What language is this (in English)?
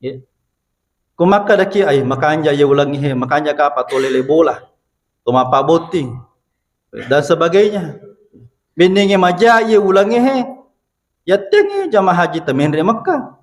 Buginese